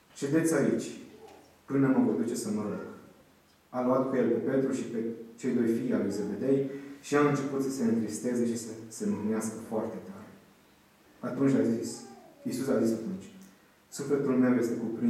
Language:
Romanian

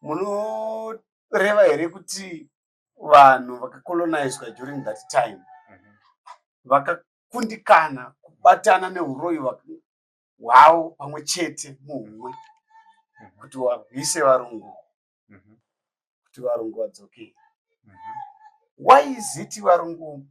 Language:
Shona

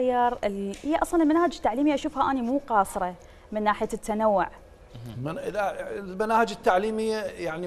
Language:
Mesopotamian Arabic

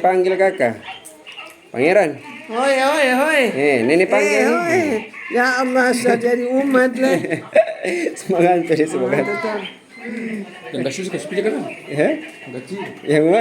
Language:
Ambonese Malay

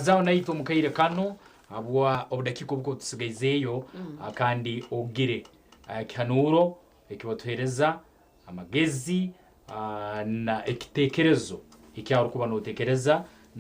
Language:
Nyankole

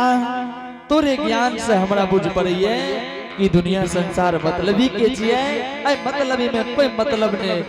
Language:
Angika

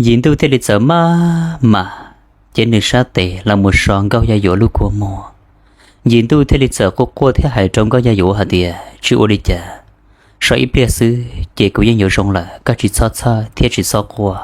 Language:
Hmong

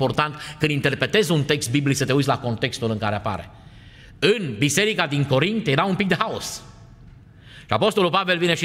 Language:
Romanian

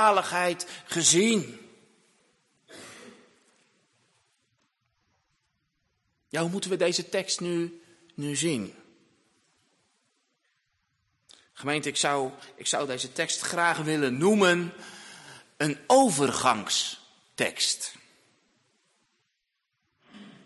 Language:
Dutch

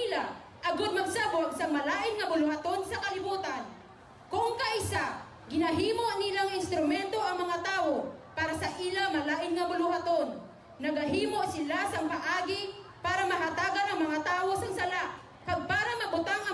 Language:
Hiligaynon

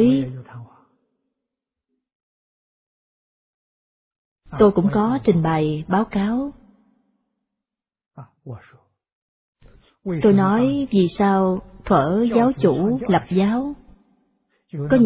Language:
Vietnamese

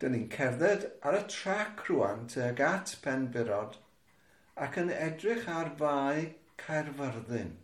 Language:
Welsh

